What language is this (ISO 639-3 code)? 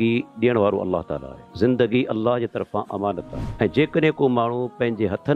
snd